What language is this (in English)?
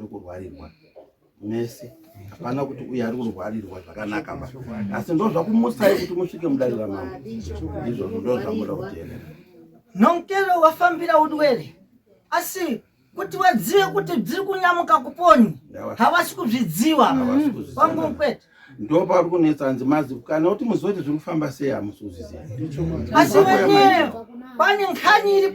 Shona